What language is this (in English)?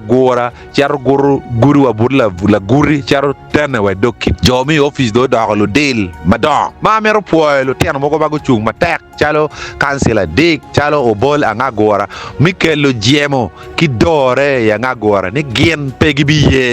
Acoli